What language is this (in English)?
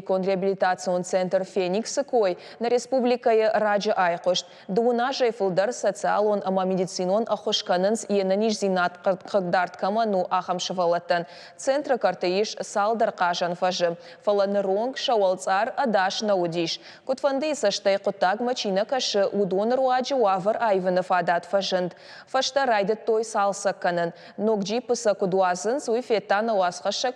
Ossetic